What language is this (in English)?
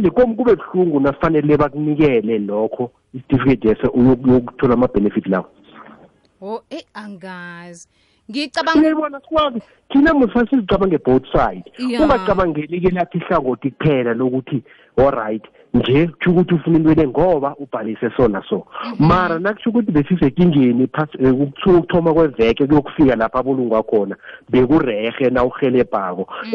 South Ndebele